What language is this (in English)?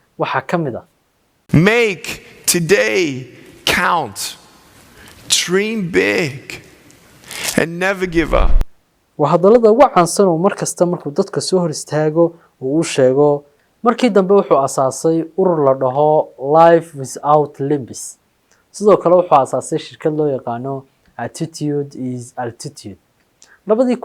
Somali